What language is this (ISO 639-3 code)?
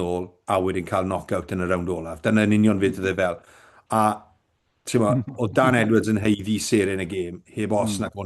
cym